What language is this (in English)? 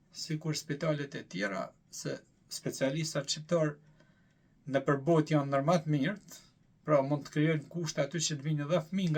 Albanian